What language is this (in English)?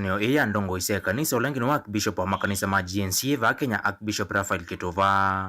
Kamba